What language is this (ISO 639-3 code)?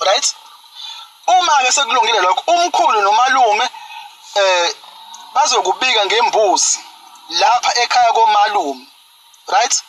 zul